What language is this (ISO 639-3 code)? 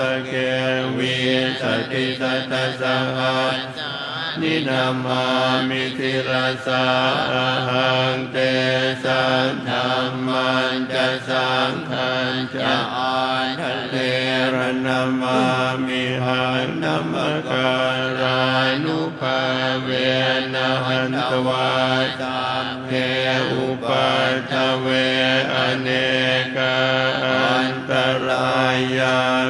pli